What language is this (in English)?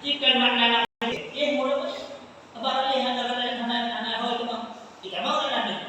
Achinese